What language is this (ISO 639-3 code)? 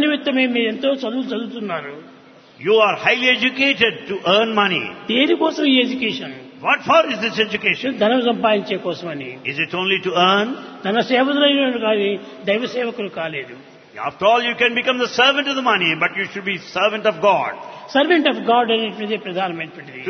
tel